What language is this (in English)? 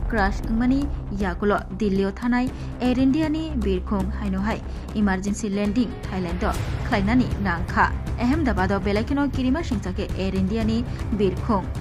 Kok Borok